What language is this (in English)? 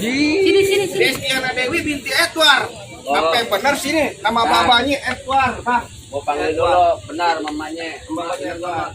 Betawi